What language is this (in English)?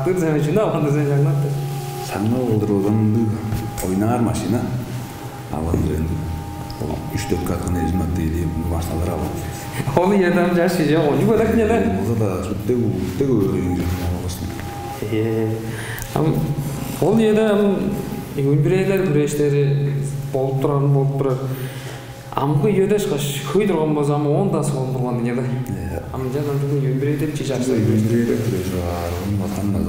Tuvinian